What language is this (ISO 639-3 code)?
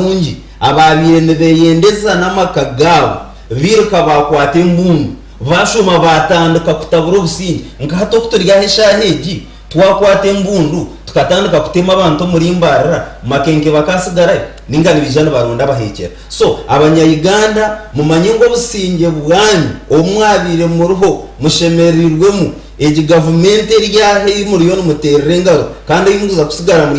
nyn